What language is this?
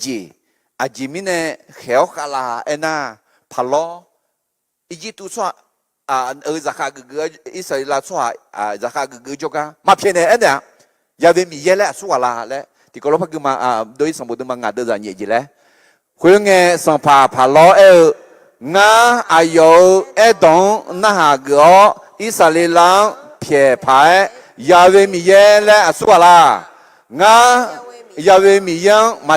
Akha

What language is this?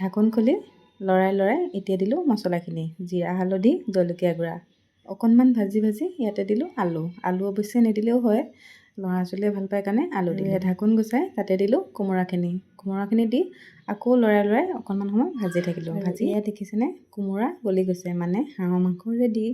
Assamese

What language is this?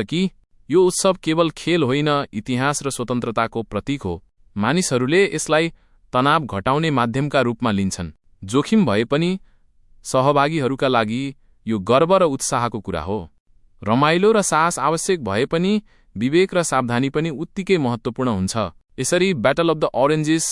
Nepali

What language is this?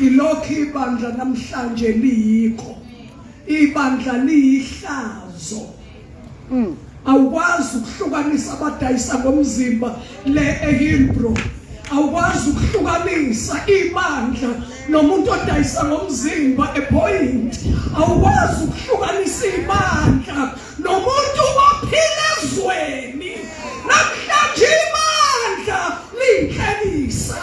Zulu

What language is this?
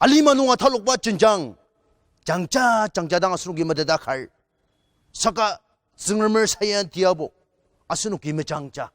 Ao Naga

